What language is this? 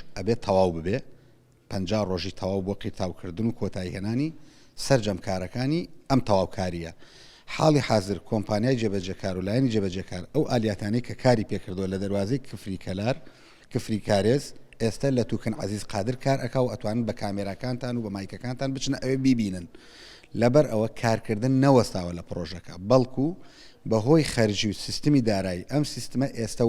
Central Kurdish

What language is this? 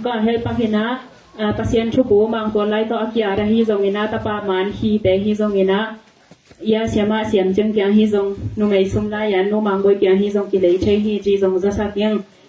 Tedim Chin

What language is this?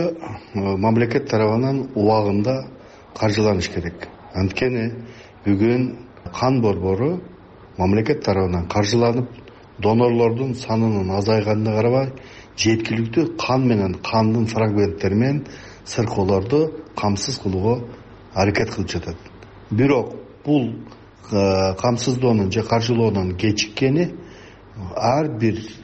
Kyrgyz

